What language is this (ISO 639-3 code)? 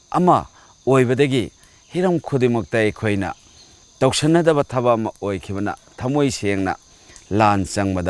mni